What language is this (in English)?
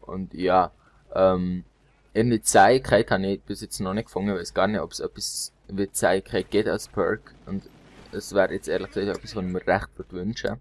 Swiss German